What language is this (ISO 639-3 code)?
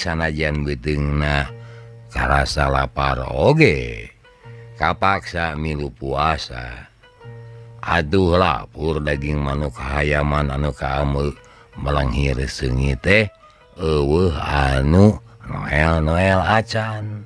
sun